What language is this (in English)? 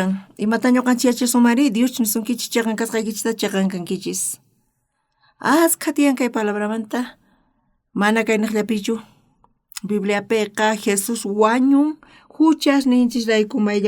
South Bolivian Quechua